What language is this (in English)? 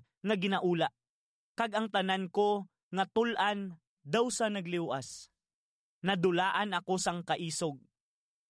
Hiligaynon